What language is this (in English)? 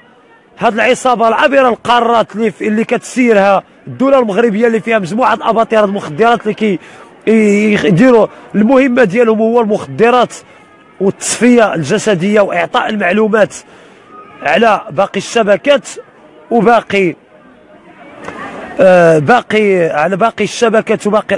Moroccan Arabic